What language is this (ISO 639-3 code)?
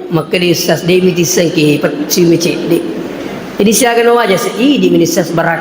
bug